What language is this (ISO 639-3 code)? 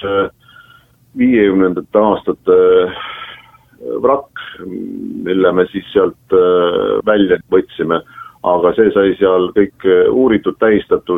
est